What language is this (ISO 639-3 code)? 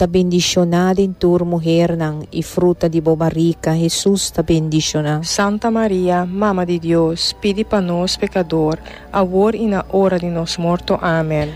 pap